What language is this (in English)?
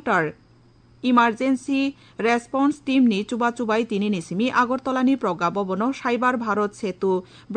Kok Borok